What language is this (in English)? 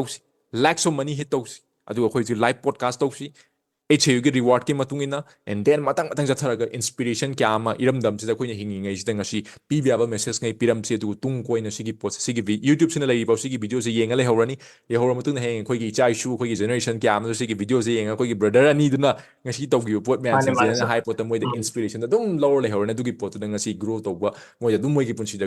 Manipuri